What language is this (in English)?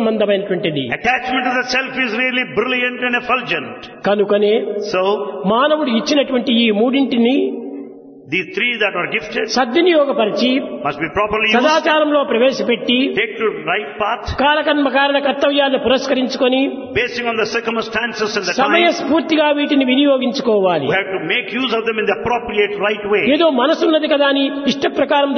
Telugu